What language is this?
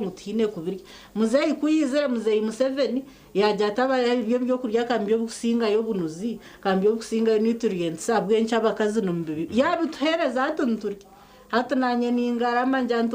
Nyankole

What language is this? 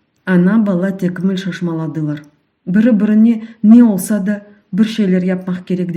Crimean Tatar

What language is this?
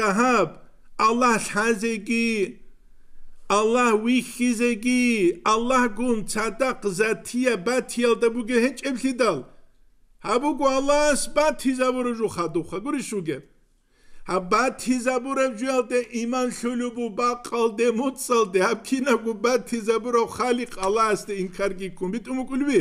Avaric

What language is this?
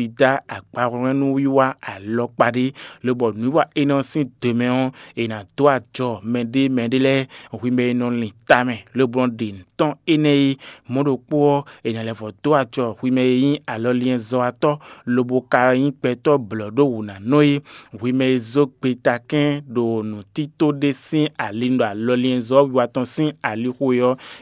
Fon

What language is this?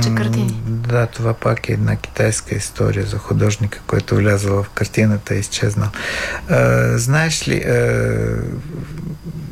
Bulgarian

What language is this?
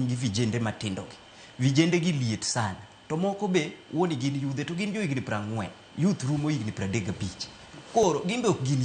Luo (Kenya and Tanzania)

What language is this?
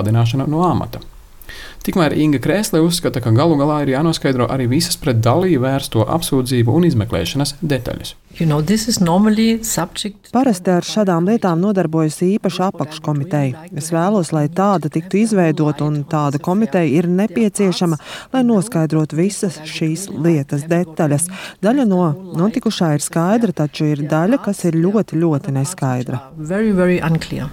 Latvian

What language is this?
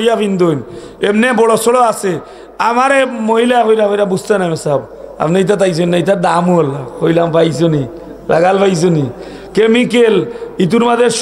Sylheti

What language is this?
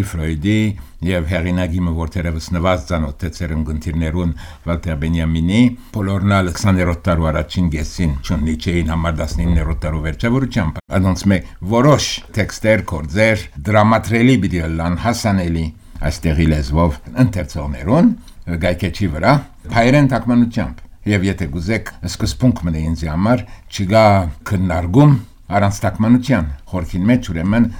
Armenian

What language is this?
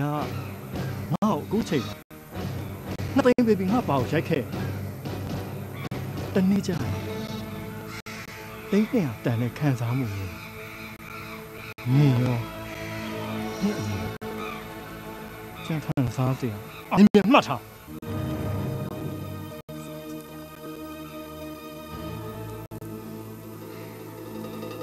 Burmese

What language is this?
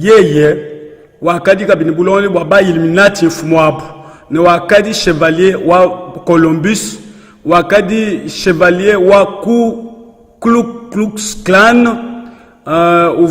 Luba-Lulua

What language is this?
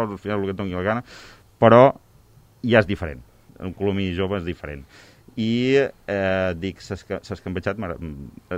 Catalan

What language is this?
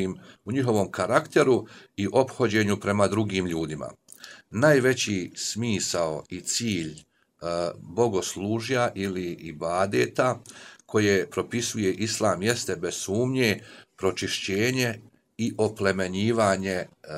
Bosnian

